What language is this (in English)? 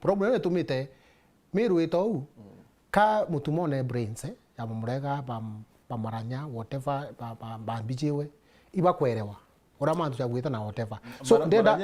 Meru